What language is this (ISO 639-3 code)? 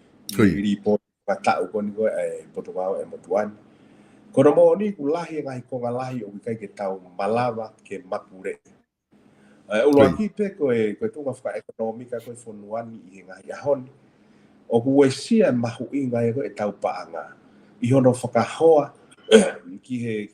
ton